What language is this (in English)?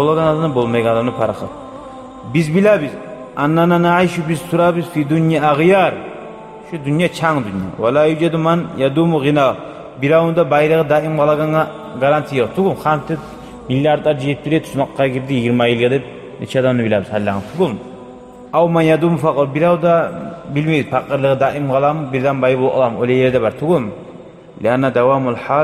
Kumyk